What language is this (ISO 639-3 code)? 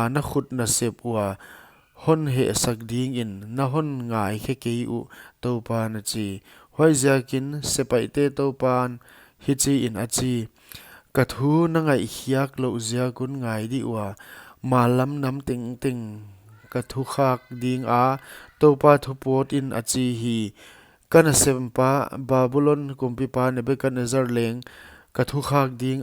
pck